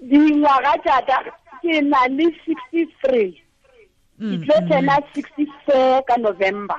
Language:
Tswana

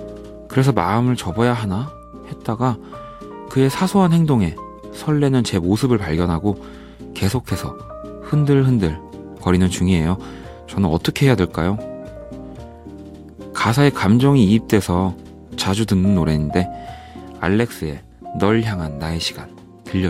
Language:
Korean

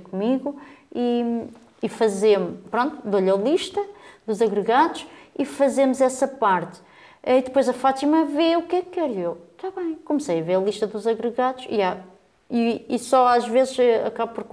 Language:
Portuguese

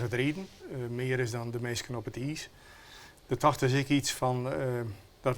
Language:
Western Frisian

